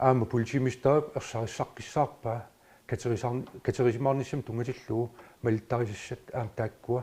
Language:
Kalaallisut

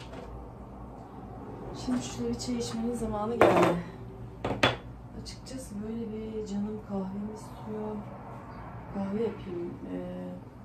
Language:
Turkish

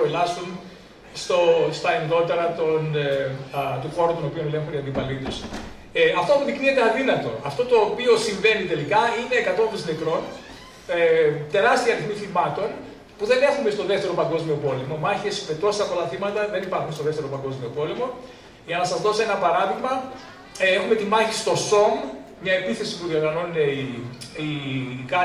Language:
Greek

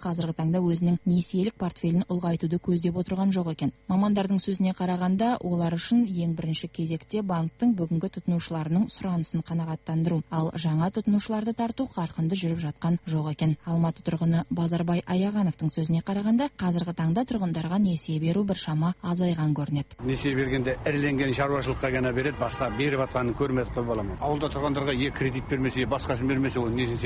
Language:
Kazakh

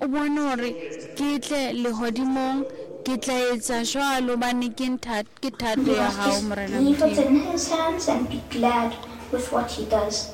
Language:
Southern Sotho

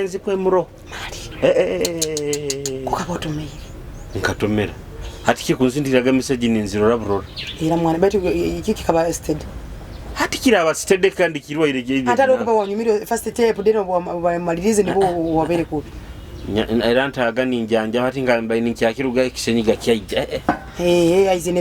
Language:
Nyoro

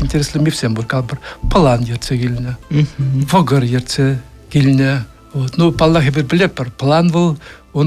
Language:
Chuvash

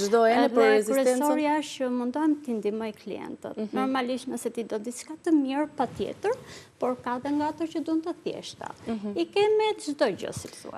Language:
Albanian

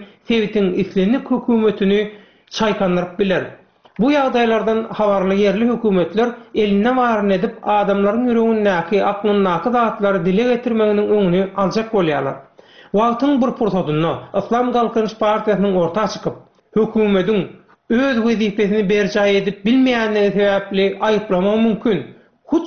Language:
Turkmen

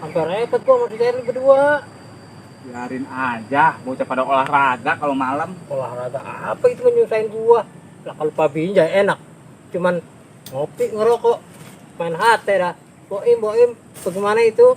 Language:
Betawi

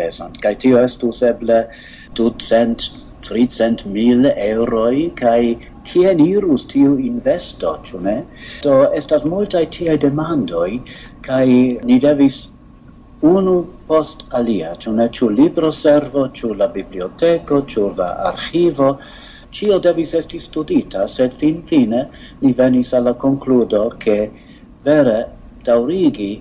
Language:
Esperanto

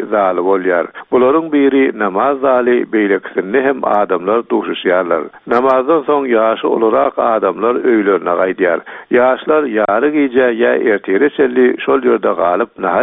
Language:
Turkmen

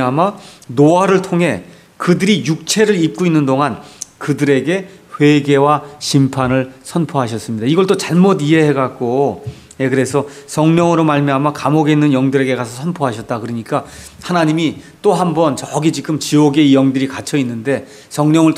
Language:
Korean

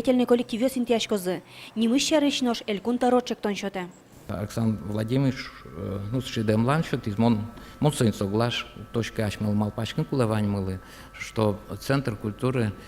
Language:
Udmurt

